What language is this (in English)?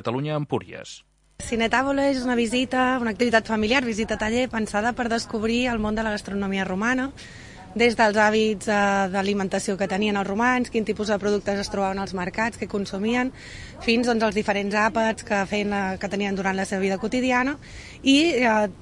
Catalan